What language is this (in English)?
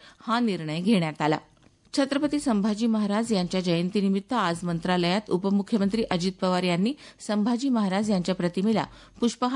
Marathi